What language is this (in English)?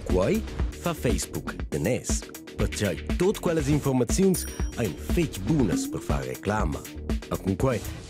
Romansh